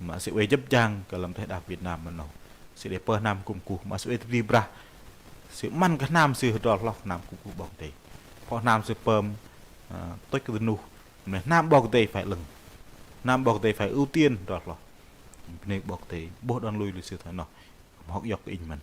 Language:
Bahnar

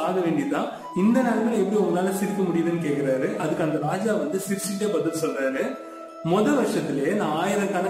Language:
Tamil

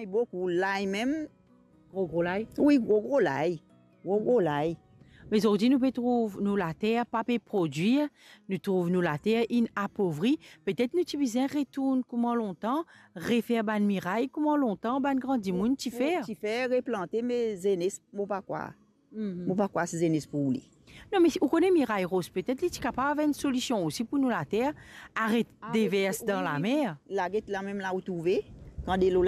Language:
Morisyen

